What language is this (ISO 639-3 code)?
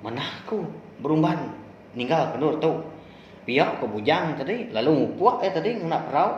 iba